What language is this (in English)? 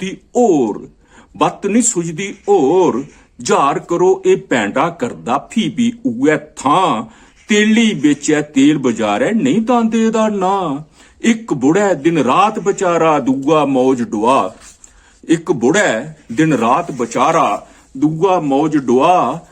Dogri